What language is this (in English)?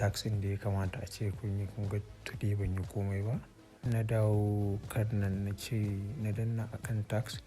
Hausa